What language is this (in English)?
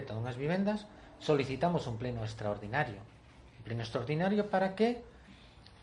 Galician